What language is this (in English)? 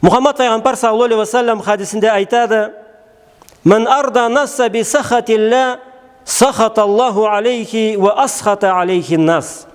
Karachay-Balkar